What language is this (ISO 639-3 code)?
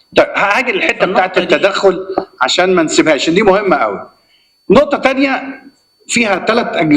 arz